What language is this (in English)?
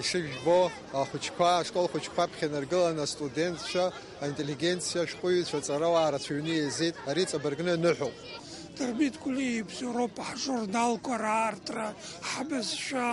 Abkhazian